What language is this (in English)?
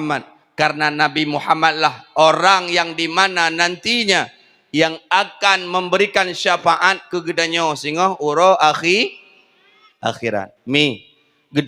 Achinese